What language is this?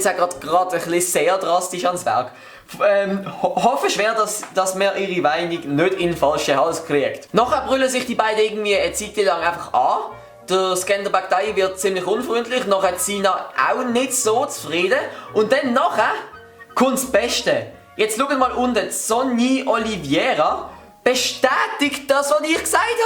Swiss German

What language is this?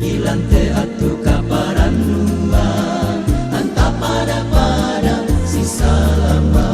Toraja-Sa'dan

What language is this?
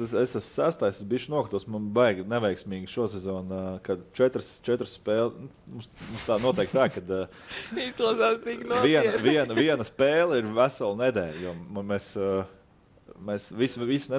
Latvian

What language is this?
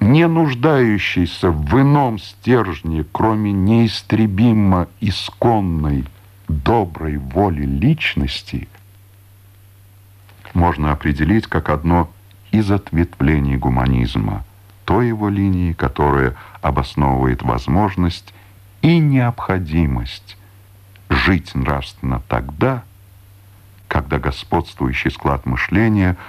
Russian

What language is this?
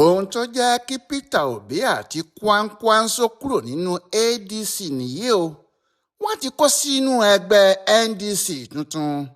Yoruba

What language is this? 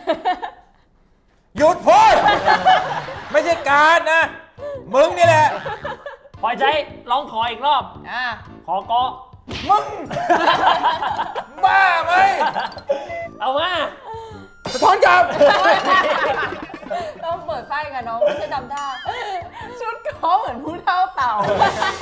Thai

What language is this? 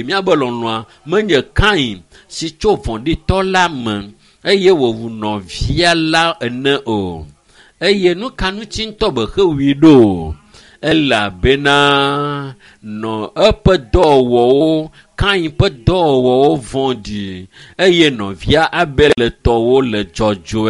Ewe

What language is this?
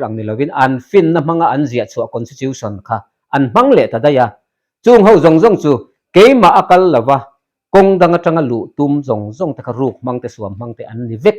Mizo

